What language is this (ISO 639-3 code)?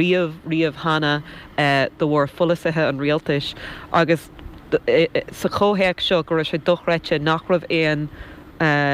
gle